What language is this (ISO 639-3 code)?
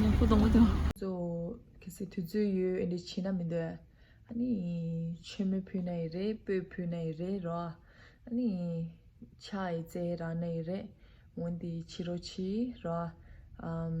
bod